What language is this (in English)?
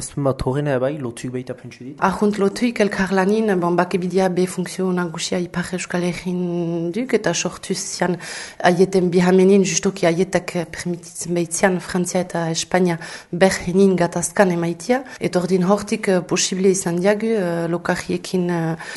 Basque